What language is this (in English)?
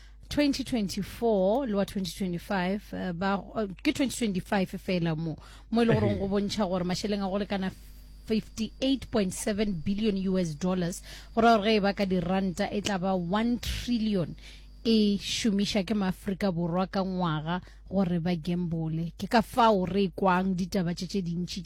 Northern Sotho